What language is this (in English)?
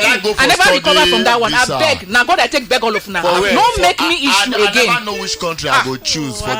Nigerian Pidgin